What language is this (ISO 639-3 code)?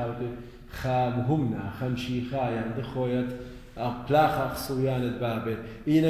aii